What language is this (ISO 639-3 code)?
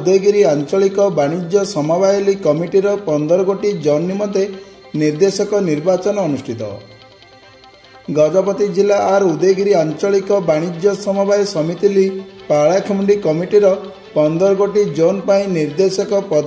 ori